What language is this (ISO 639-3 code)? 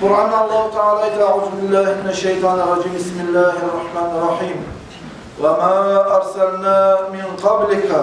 kum